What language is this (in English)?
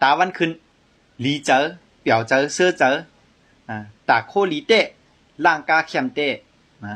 Shan